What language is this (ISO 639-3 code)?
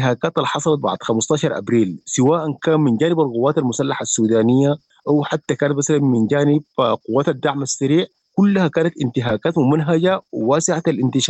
apd